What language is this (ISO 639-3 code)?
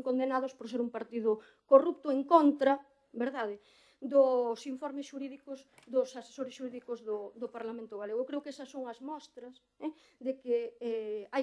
glg